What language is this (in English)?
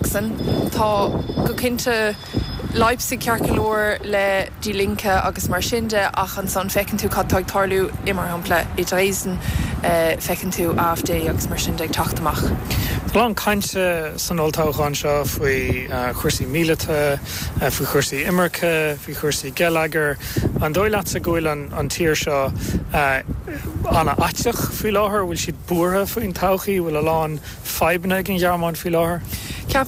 Irish